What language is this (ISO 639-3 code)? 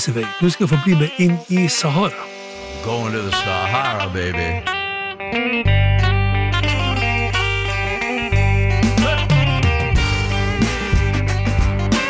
nor